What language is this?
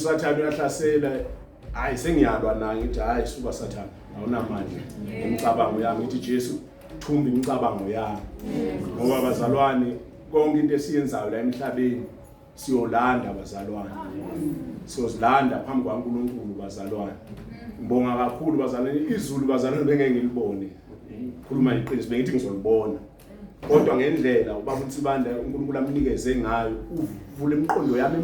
Zulu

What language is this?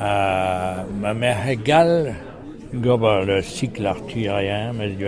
Breton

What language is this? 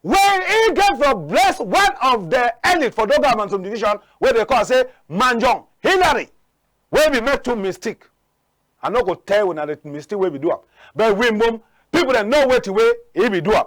Cameroon Pidgin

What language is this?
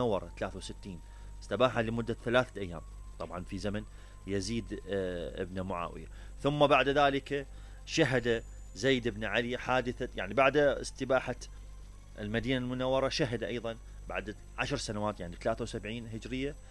Mesopotamian Arabic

